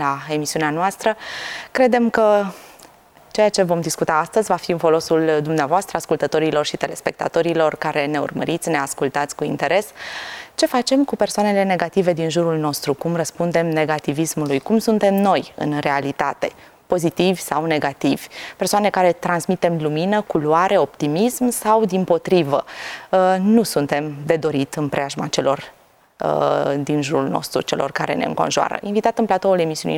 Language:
Romanian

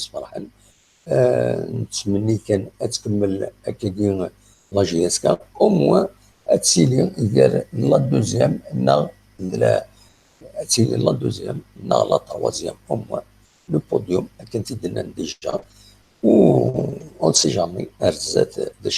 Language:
Kabyle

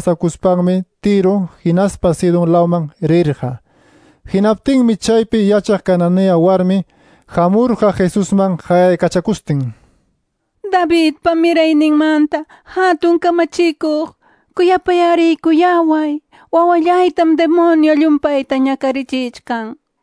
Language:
Ayacucho Quechua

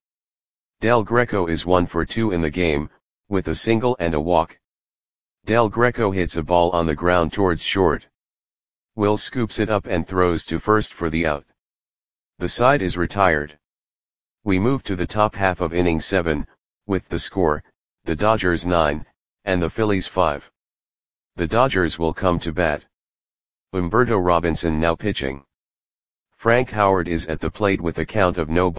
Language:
English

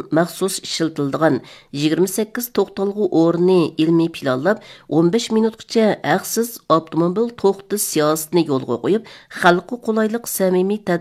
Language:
Uyghur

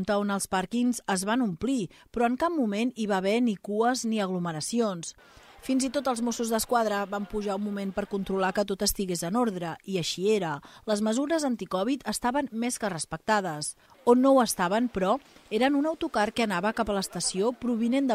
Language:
Catalan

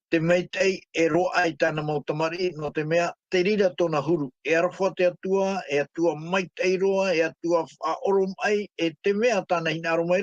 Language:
Tahitian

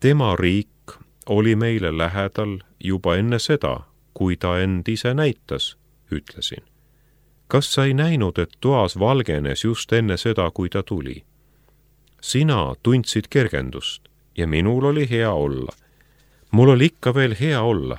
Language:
Estonian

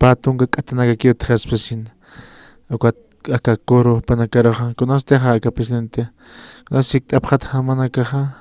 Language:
Aymara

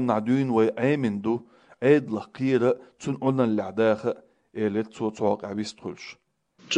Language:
Chechen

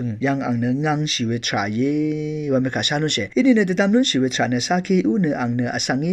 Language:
Rawang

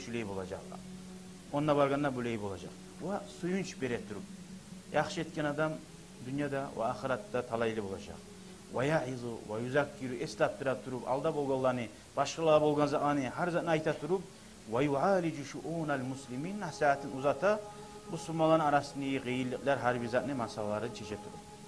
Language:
Kumyk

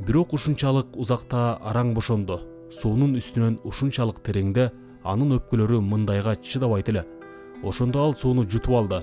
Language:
Kyrgyz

